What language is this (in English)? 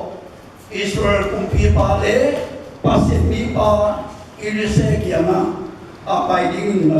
Tedim Chin